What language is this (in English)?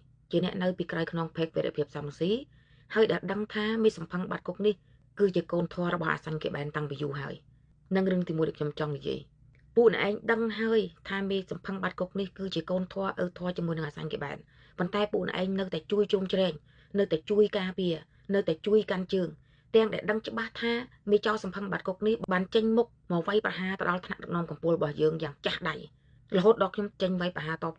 Khmer